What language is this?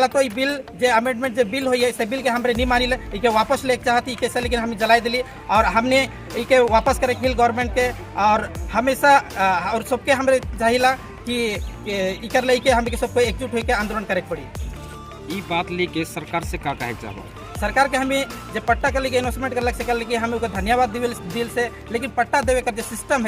Sadri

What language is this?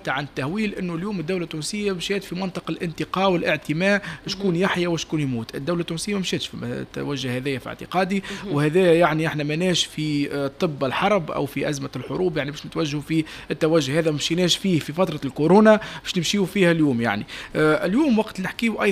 Tunisian Arabic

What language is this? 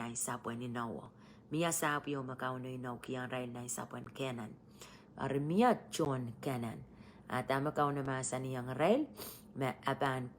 Pohnpeian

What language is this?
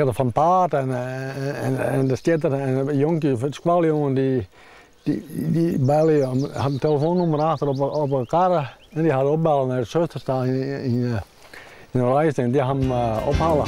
Western Frisian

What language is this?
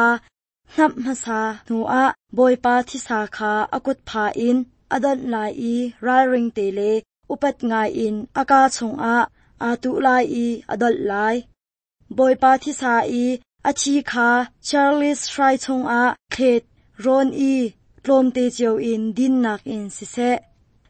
Hakha Chin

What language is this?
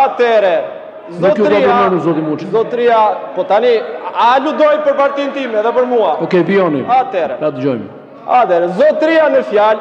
Albanian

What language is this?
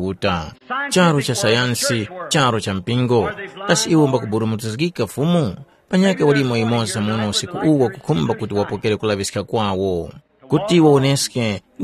Tumbuka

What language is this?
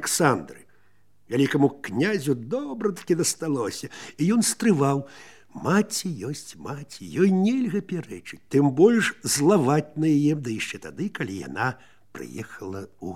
Belarusian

